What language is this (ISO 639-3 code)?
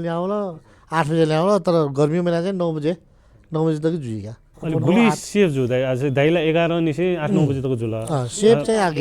new